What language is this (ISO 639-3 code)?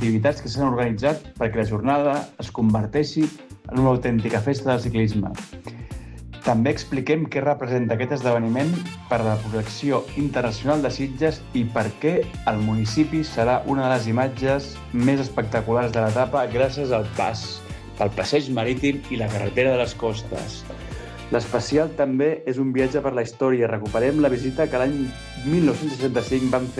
cat